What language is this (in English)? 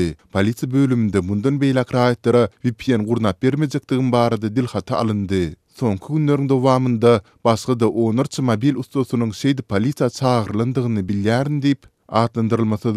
Turkmen